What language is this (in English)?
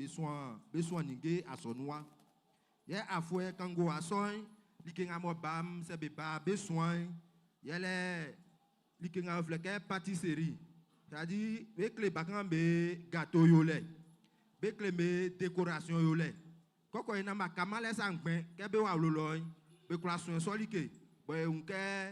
Baoulé